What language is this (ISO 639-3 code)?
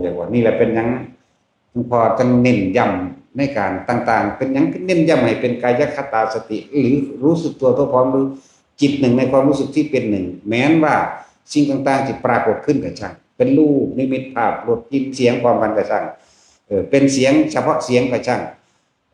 tts